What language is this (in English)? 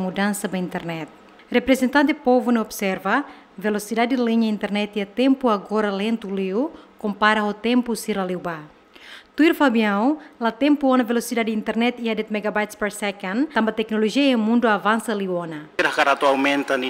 Tetum